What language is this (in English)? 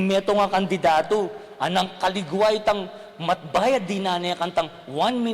Pampanga